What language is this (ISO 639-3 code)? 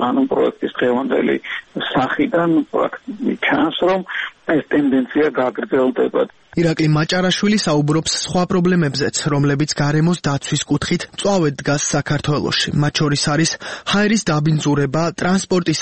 kat